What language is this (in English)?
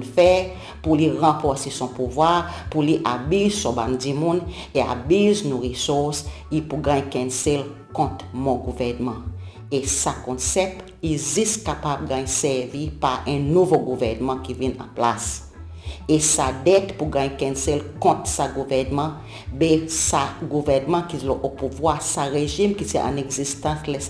Seselwa Creole French